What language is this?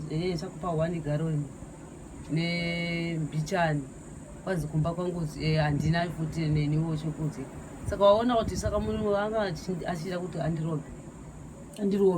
Shona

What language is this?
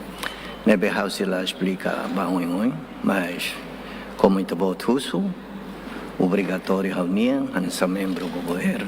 Tetum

